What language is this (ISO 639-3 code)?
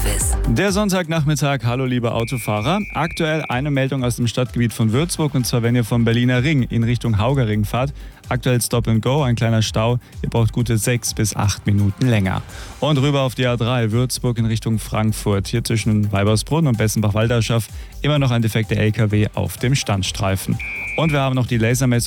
deu